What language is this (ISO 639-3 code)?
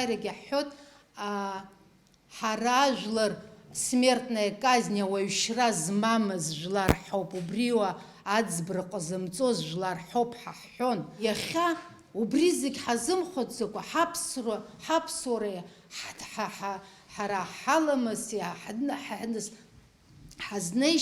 abk